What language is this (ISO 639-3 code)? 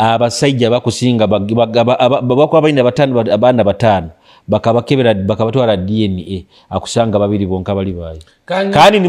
nyo